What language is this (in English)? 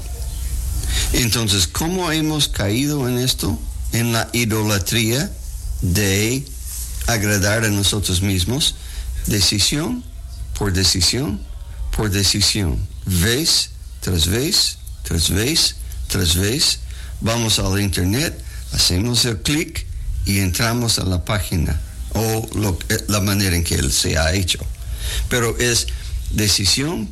Spanish